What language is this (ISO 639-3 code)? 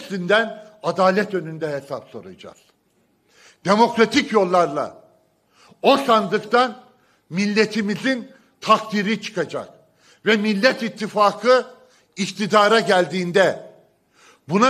tur